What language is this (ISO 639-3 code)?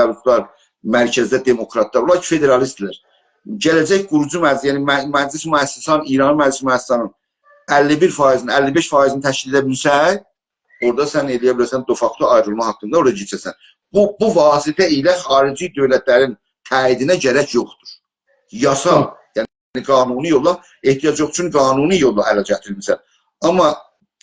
azb